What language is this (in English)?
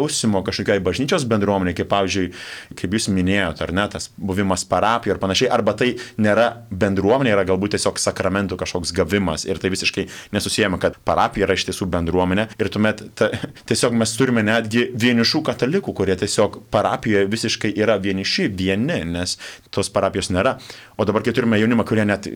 Lithuanian